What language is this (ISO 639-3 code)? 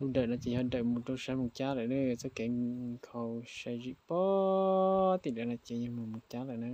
hmn